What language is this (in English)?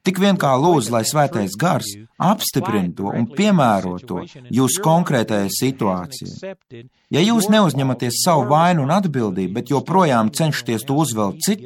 Latvian